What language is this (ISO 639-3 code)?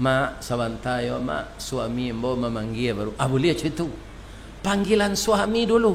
min